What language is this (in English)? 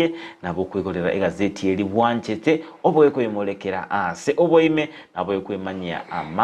Gusii